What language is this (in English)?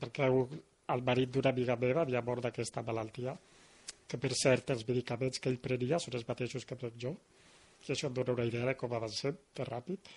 Catalan